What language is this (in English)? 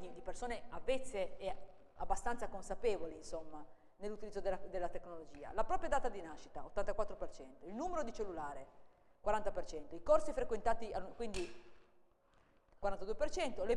Italian